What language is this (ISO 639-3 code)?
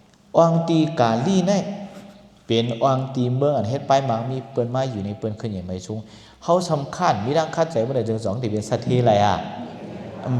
shn